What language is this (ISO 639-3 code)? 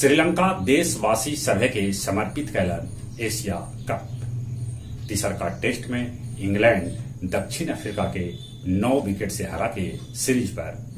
mag